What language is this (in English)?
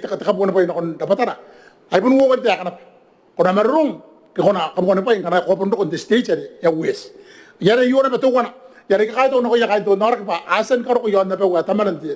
Gilbertese